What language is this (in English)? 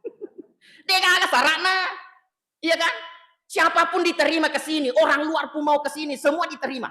Buginese